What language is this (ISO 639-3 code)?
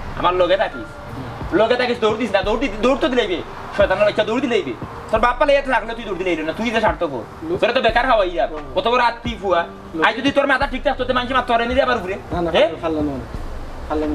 syl